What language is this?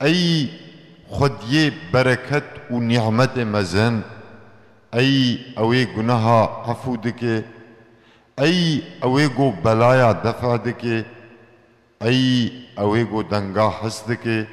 Kurdish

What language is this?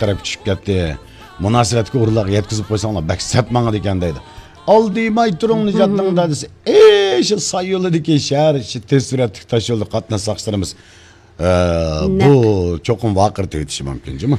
Uyghur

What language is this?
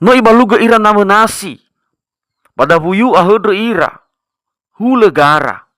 Nias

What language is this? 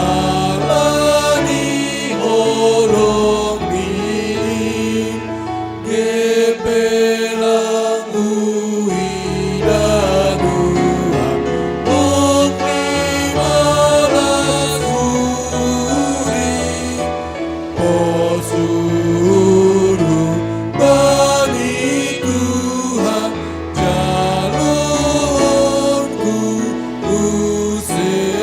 Batak Simalungun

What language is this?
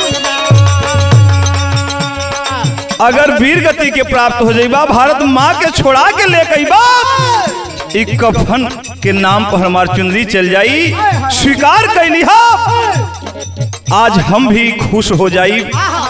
Bhojpuri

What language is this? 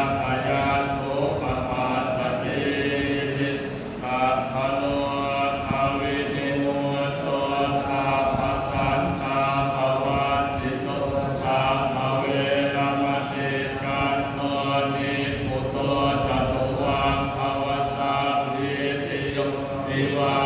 Pali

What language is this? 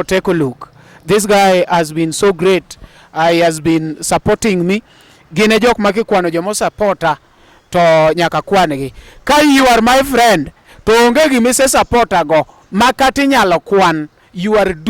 Luo (Kenya and Tanzania)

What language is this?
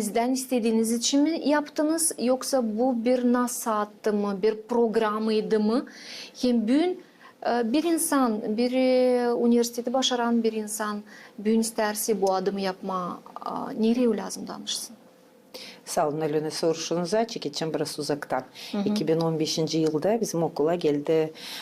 Gagauz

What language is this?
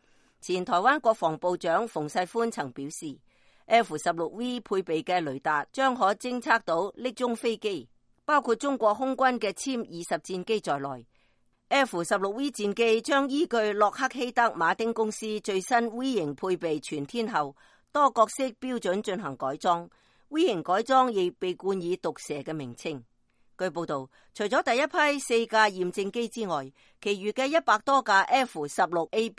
Cantonese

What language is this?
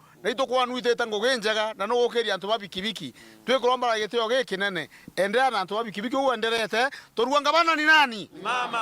Meru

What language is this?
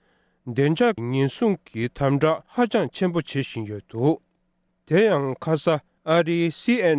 Tibetan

